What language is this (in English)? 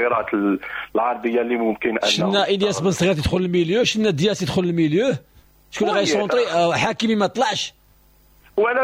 Moroccan Arabic